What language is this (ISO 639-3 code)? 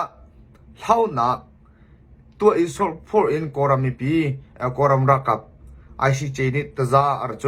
cnh